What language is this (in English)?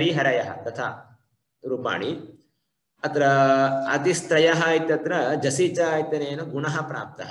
Sanskrit